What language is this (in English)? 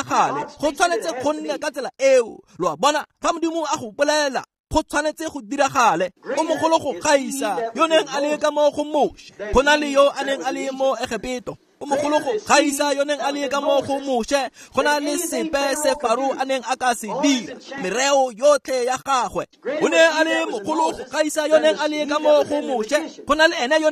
Tswana